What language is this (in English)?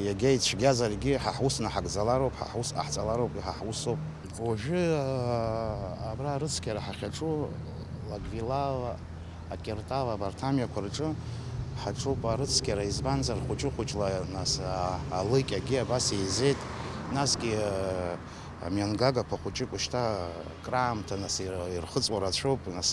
Abkhazian